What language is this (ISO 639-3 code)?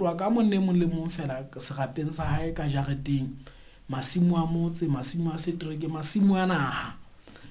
sot